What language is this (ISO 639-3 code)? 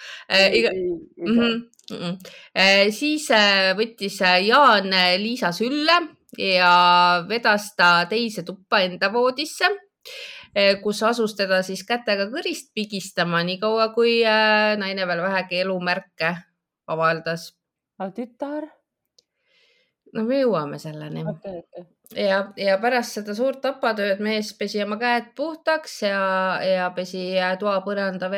est